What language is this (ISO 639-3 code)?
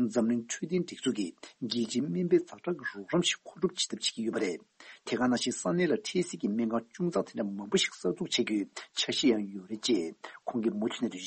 bod